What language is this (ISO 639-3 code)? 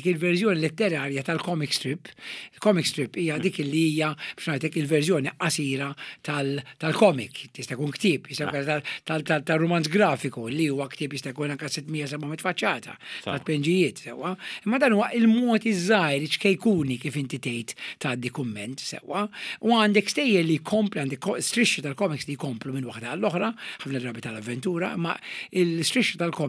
mlt